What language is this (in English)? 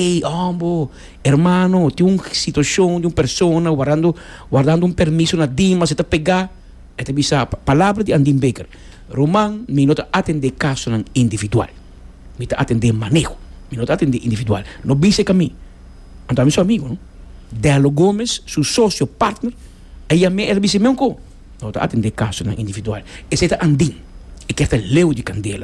Papiamento